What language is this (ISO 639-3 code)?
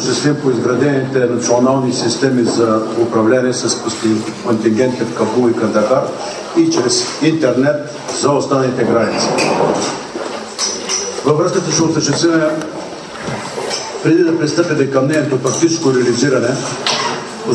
bul